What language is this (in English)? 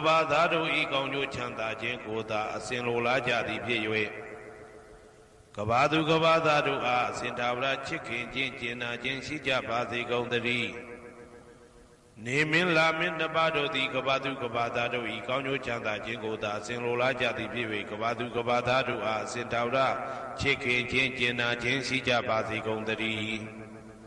Burmese